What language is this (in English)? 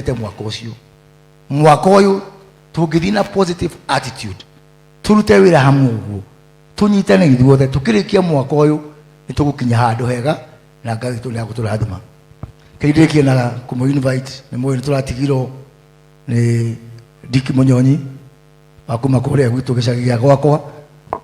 Kikuyu